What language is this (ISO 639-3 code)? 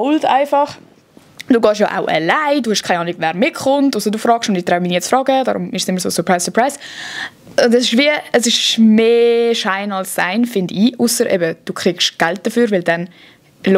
gsw